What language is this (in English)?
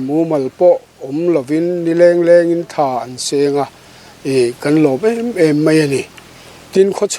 Mizo